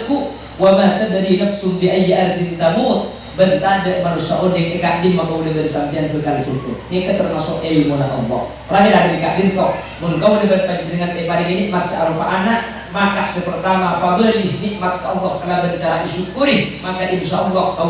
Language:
Madurese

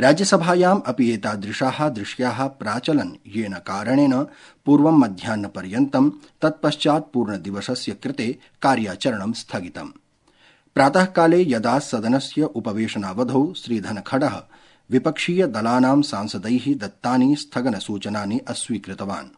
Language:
Sanskrit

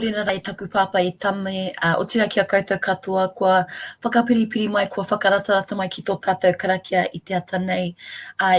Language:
Māori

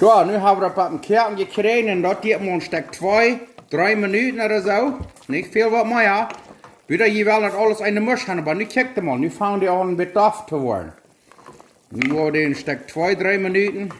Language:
Plautdietsch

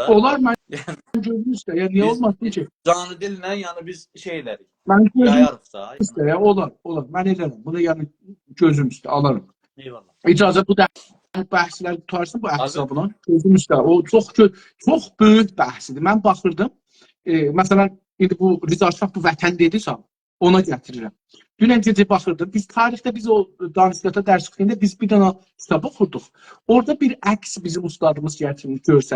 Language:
South Azerbaijani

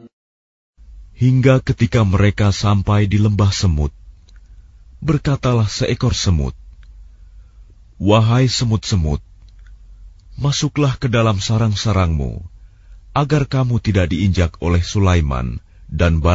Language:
Indonesian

